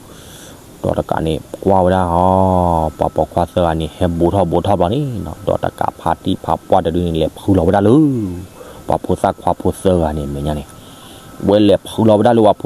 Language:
S'gaw Karen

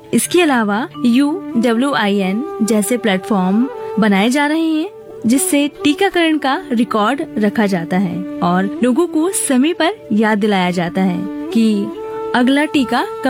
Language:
Hindi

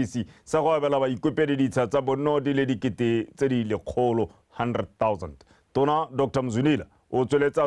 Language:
Tswana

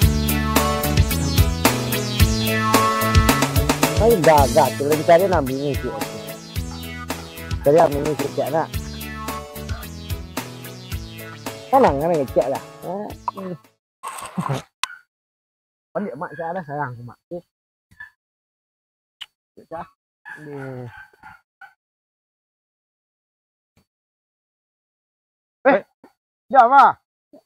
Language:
Minangkabau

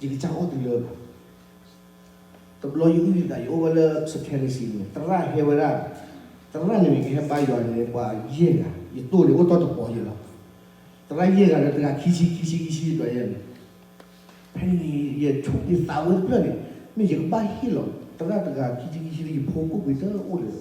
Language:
S'gaw Karen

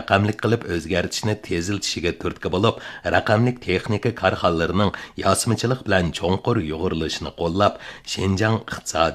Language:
Uyghur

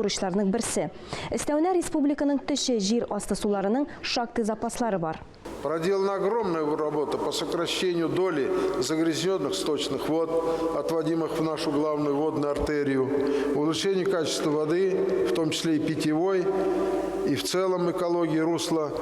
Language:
Tatar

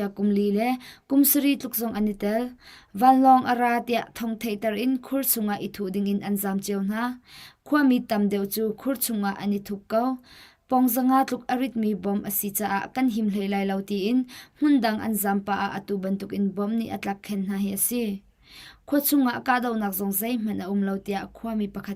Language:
Hakha Chin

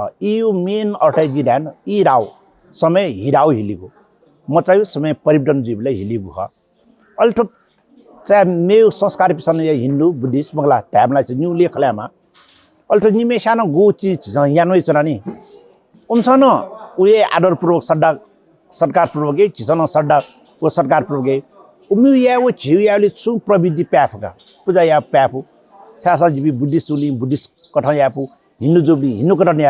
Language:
Newari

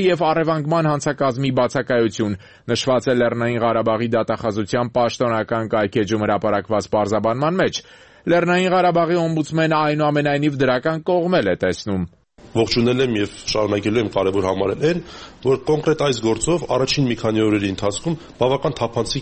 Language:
Armenian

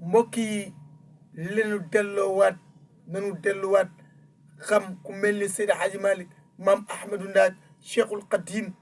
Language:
Wolof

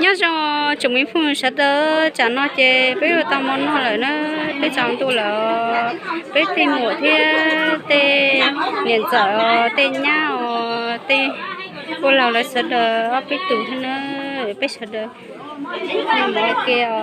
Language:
Hmong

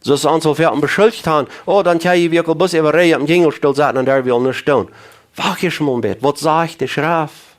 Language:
Plautdietsch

